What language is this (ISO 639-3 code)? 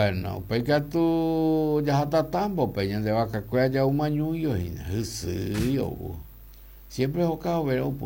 grn